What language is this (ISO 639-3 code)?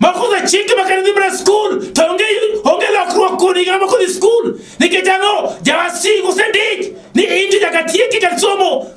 luo